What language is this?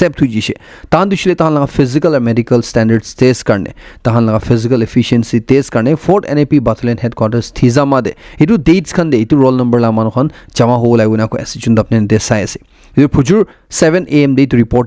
Naga Pidgin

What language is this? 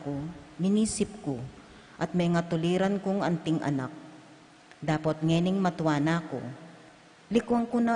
Pampanga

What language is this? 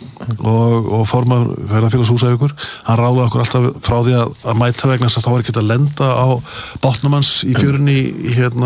Icelandic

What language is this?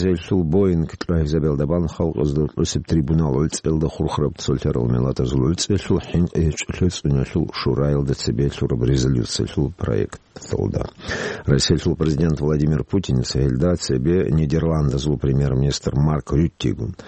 Avaric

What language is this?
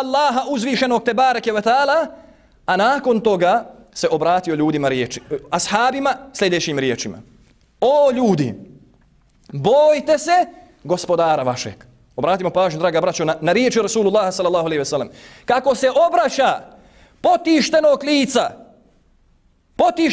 Bosnian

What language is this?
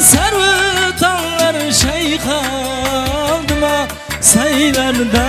Kara-Kalpak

